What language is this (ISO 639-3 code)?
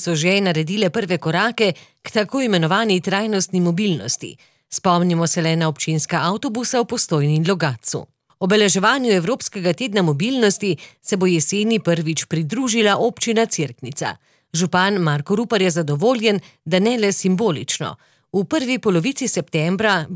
slv